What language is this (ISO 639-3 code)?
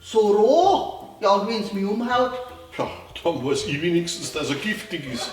bar